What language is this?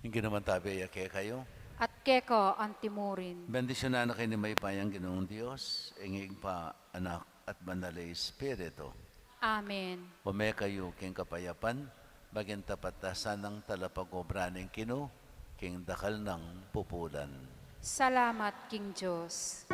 Pampanga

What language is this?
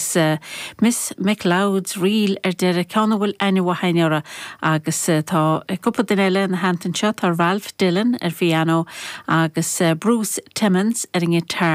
Irish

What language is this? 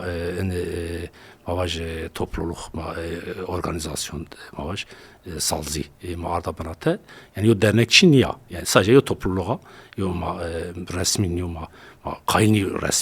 Zaza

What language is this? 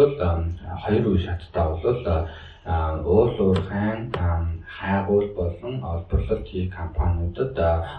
Mongolian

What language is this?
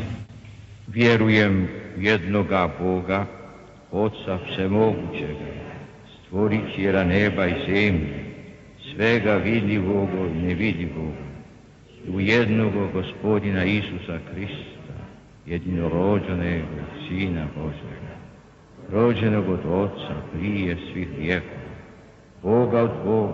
Croatian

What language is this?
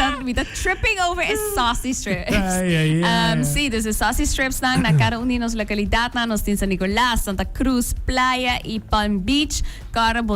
Papiamento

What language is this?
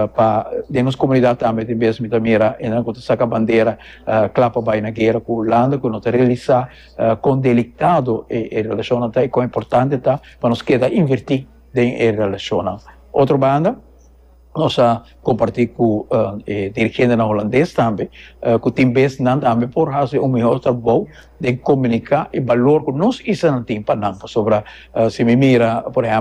Papiamento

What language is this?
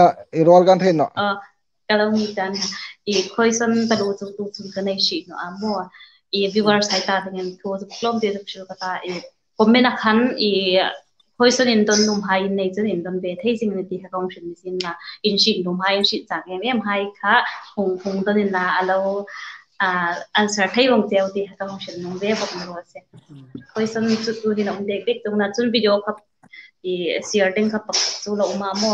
Hmar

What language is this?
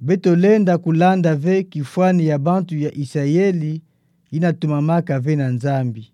Kituba (Democratic Republic of Congo)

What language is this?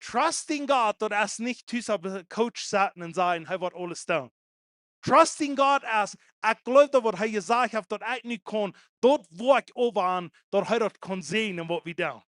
Plautdietsch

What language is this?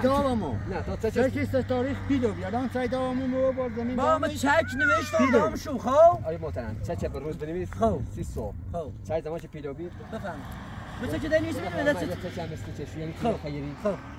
Persian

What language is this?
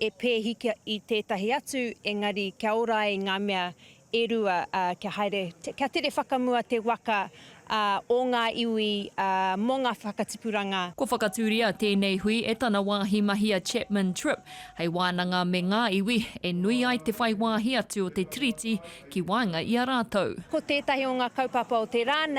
Māori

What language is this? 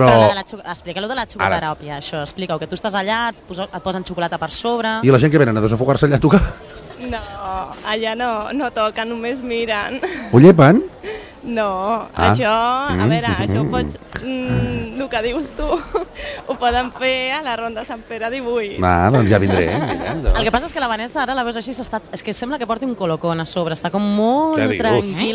Catalan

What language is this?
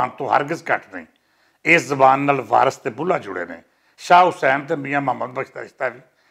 Western Panjabi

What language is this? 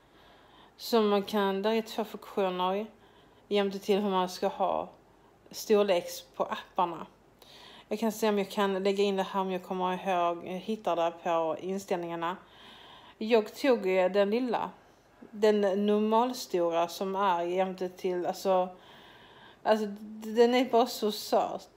Swedish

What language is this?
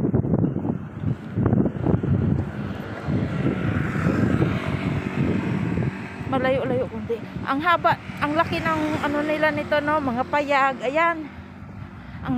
Filipino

